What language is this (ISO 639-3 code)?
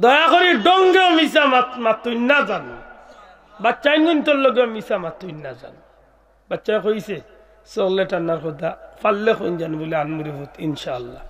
syl